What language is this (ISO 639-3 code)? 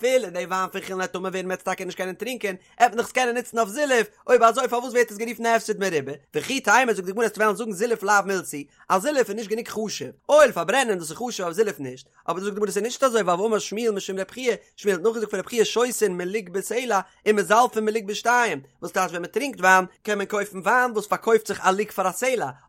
yid